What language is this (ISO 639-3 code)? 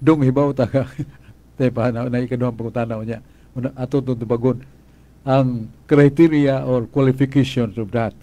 ceb